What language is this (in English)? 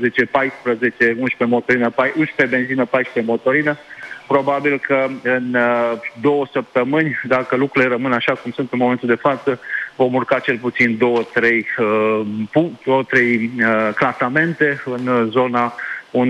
Romanian